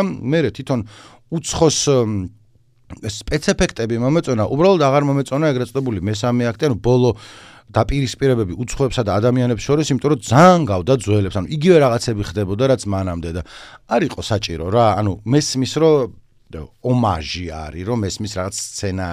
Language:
Georgian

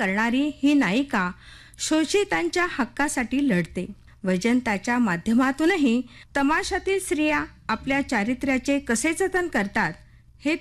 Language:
Marathi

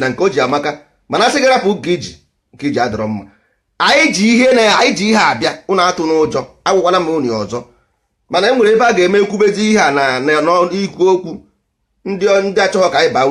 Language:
Igbo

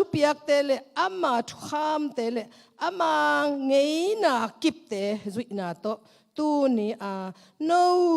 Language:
Tedim Chin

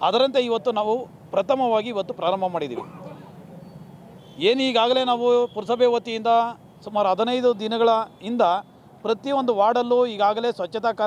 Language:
Kannada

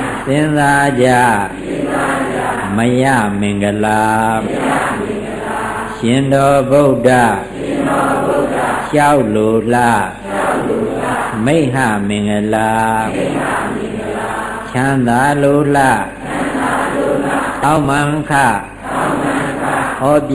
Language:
Burmese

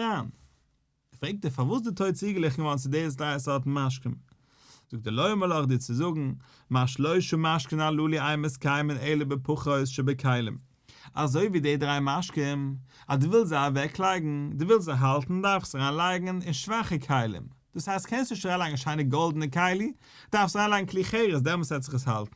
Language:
Yiddish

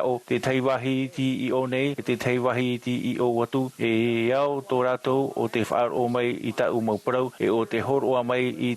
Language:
Tahitian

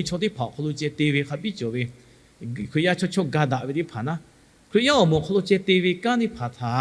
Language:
Lahu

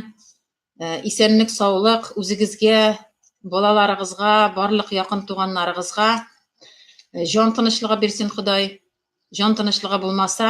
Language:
Tatar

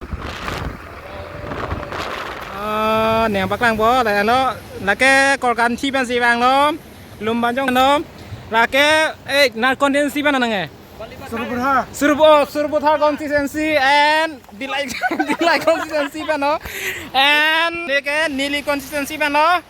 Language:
Karbi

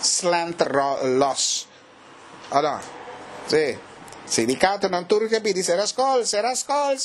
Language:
Papiamento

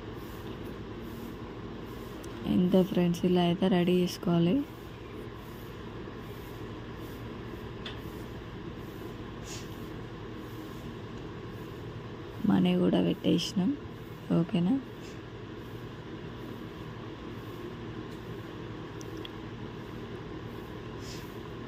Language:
Telugu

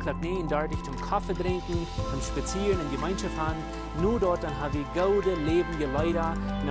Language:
Plautdietsch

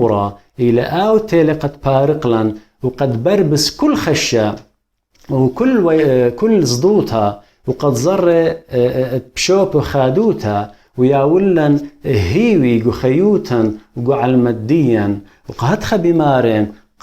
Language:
Assyrian Neo-Aramaic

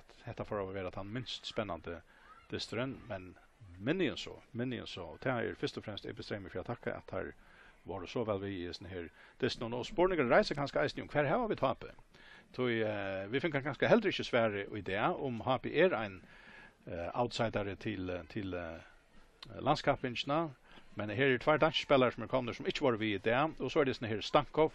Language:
Faroese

